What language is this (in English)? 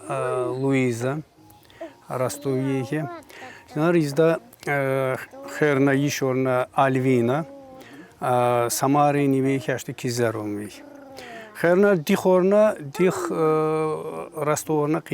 Tsakhur